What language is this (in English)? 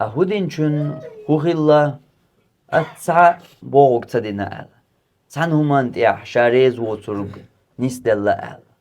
Chechen